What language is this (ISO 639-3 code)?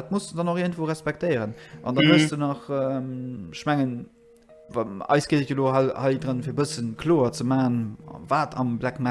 ltz